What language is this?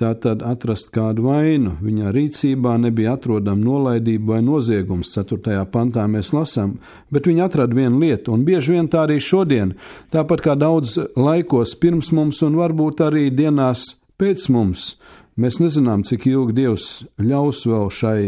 Latvian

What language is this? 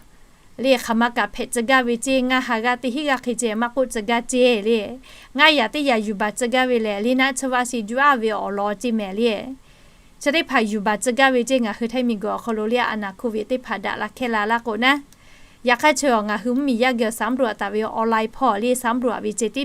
Lahu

